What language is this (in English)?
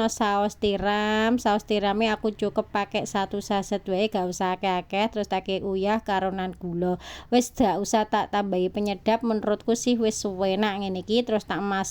Javanese